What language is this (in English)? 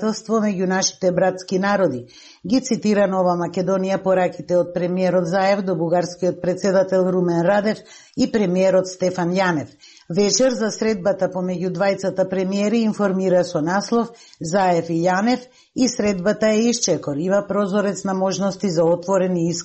Macedonian